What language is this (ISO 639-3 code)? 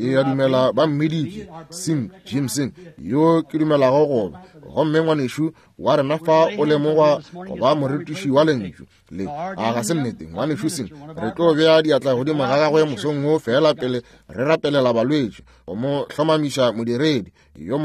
nso